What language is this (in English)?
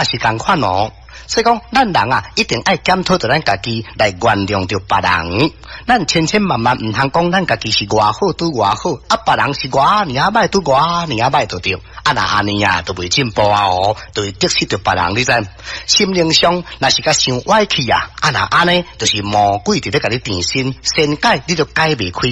Min Nan Chinese